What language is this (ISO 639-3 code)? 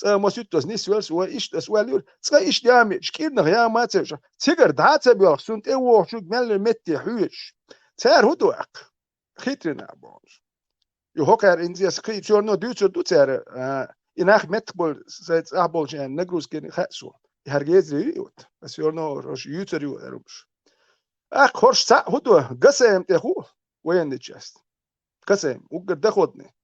che